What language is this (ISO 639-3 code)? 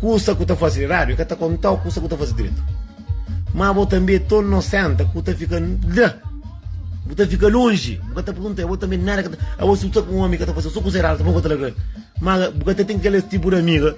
kea